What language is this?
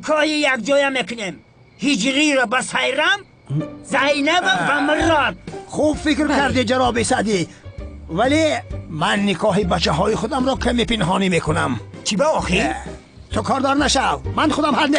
Tajik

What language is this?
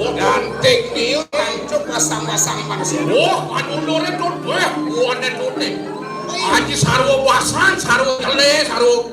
Balinese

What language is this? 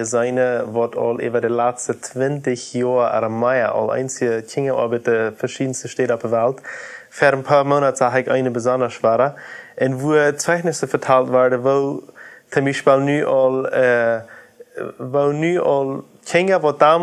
Plautdietsch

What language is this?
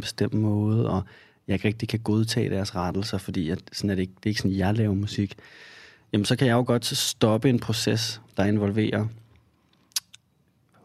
Danish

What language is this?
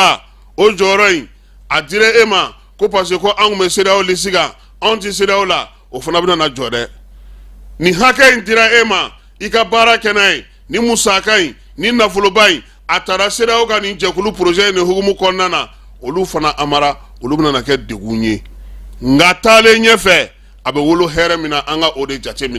Bambara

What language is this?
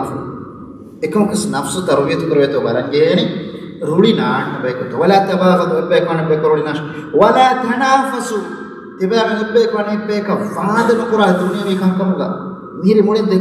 Divehi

